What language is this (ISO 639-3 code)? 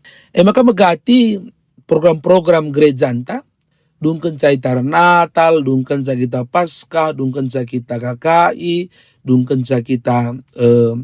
btx